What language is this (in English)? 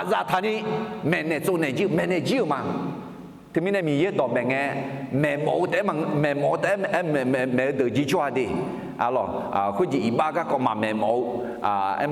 Akha